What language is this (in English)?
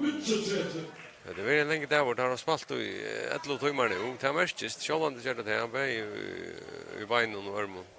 Faroese